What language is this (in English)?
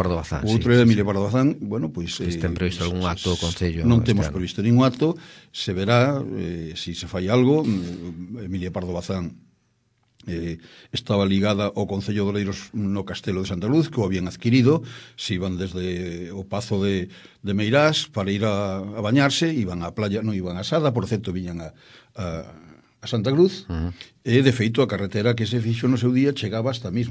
Galician